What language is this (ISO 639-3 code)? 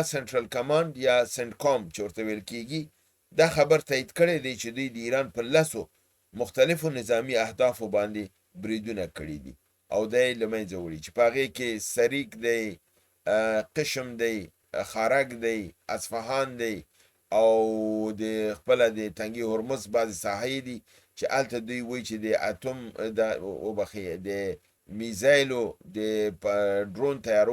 pus